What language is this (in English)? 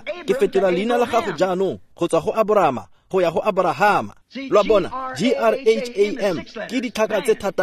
Tswana